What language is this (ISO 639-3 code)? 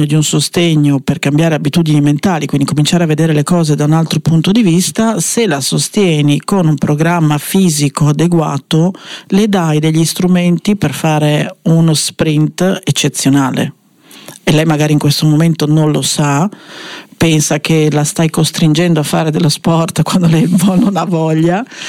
ita